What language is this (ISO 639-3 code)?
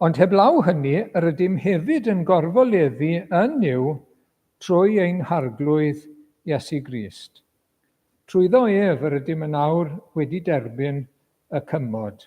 cym